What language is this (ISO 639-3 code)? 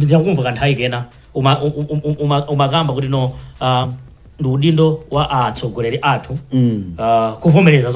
nya